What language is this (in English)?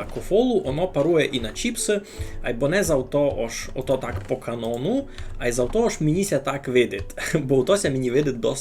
Rusyn